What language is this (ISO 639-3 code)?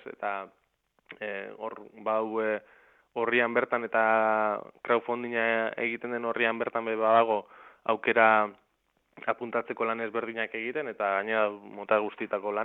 eus